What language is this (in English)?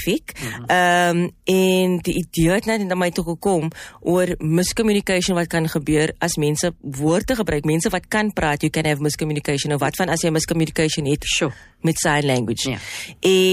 Afrikaans